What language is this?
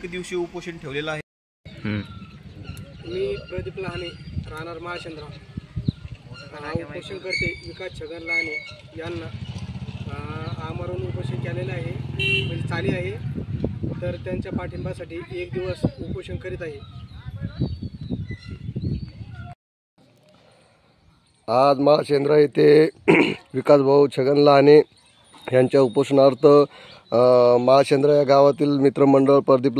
Marathi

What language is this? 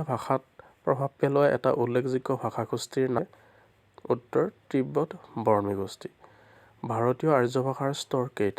Assamese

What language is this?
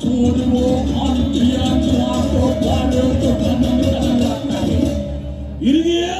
Balinese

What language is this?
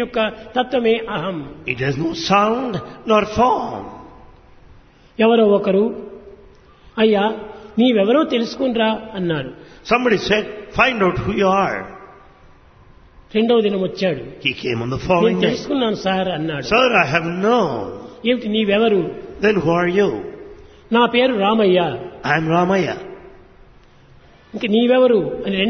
Telugu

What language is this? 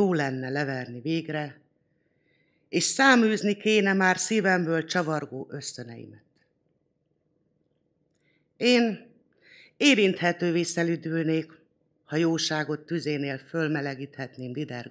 Hungarian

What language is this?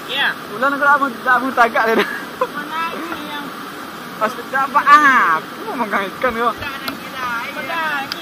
Minangkabau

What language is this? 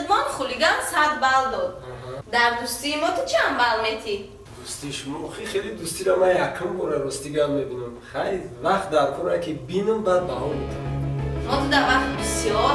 Tajik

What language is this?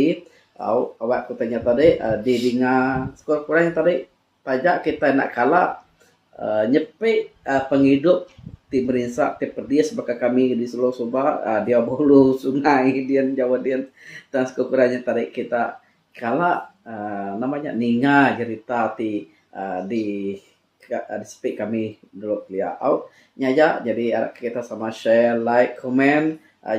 Iban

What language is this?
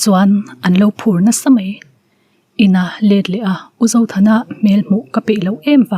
Mizo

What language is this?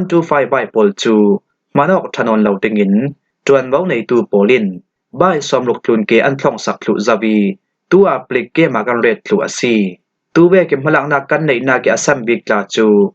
Falam Chin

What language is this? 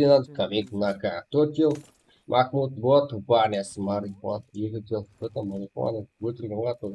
Kara-Kalpak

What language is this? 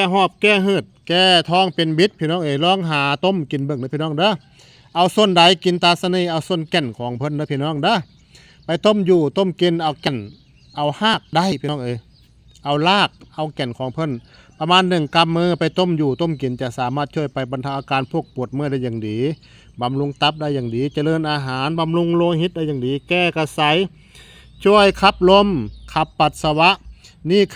Northeastern Thai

